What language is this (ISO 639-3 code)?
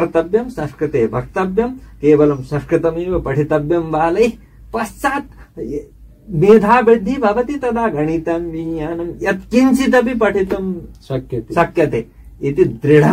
san